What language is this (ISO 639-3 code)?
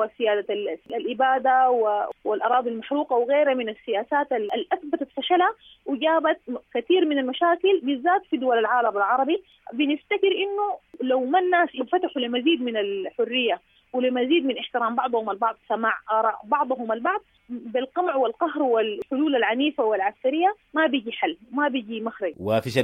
apd